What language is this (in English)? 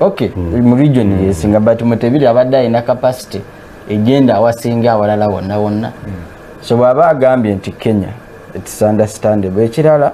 Ganda